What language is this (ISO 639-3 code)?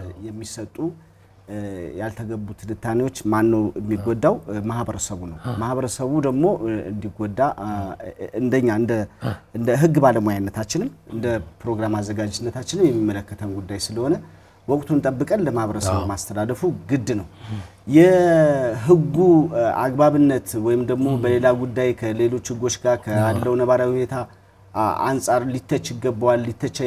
amh